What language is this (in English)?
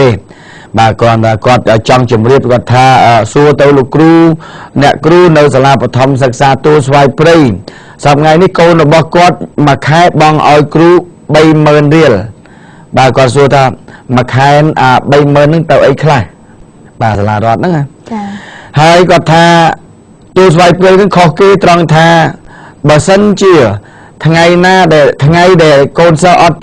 Khmer